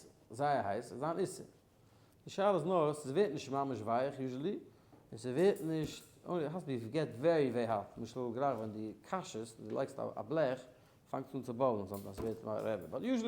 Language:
Yiddish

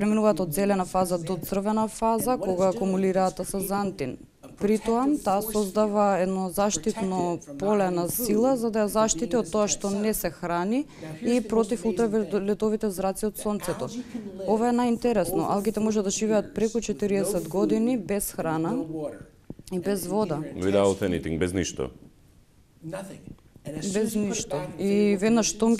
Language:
Macedonian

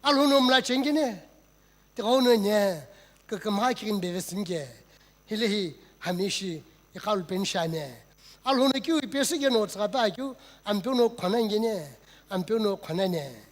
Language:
Sumi Naga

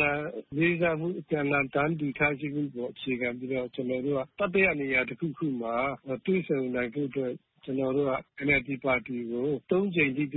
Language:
Burmese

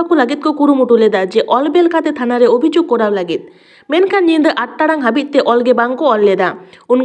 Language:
Santali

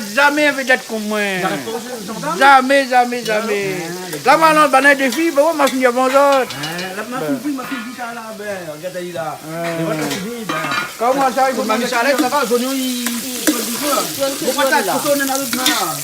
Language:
Réunion Creole French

